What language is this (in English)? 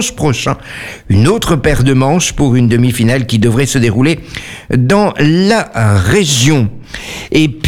French